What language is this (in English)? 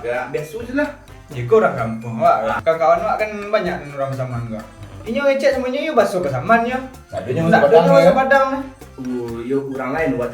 Minangkabau